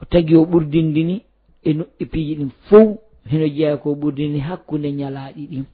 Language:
Fula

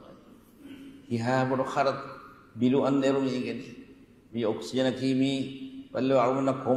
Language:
Divehi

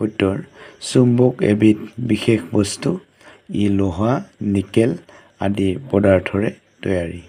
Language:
Assamese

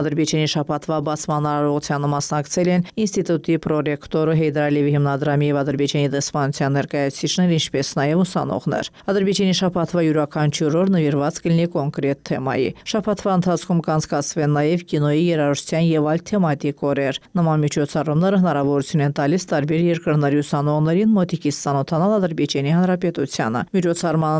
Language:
Armenian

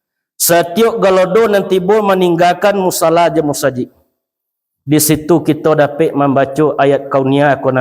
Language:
Minangkabau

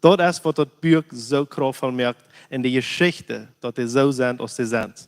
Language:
Plautdietsch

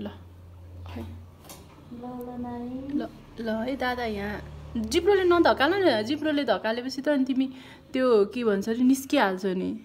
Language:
Nepali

